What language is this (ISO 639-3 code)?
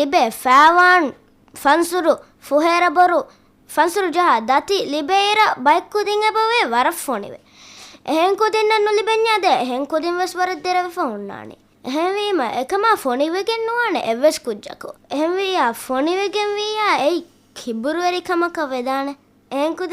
div